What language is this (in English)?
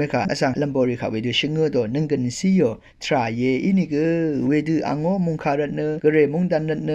Rawang